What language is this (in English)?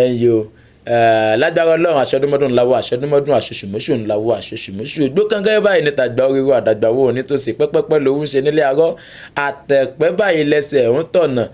Yoruba